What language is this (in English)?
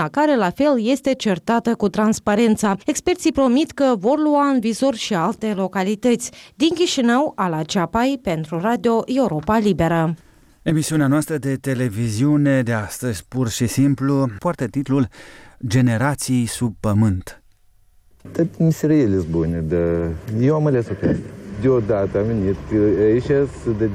Romanian